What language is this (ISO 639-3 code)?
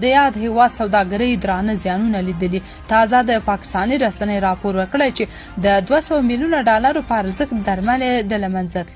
pus